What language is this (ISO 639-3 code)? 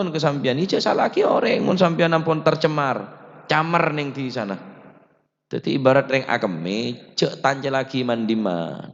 mad